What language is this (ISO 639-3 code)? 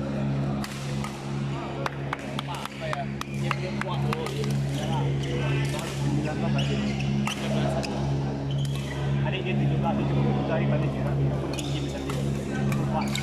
msa